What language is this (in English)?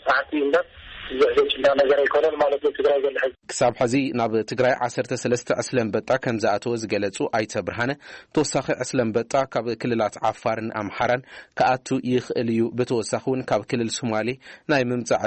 Tigrinya